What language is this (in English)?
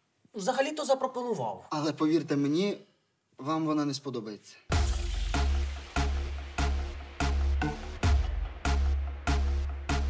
Ukrainian